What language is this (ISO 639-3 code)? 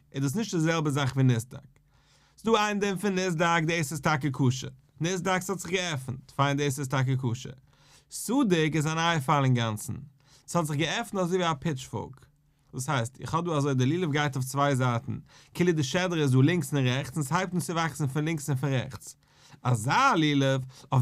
yid